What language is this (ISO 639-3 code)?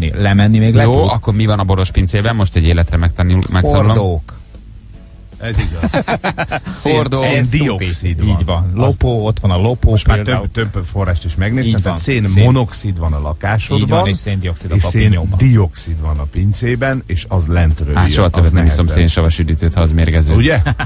hun